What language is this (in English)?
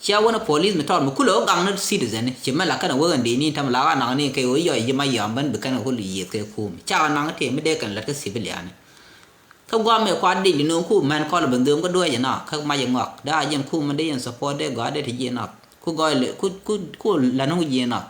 Nuer